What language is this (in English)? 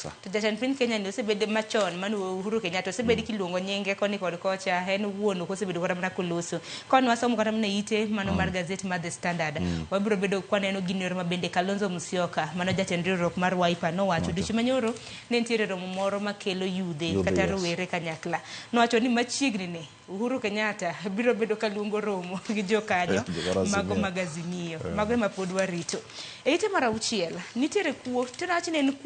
Luo (Kenya and Tanzania)